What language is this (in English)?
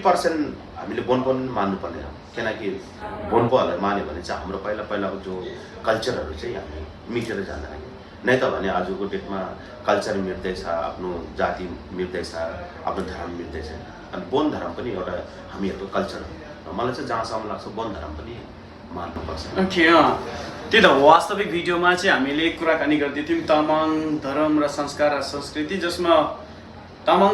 Nepali